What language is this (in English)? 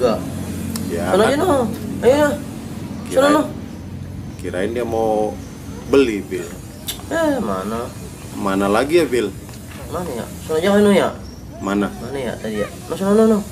Betawi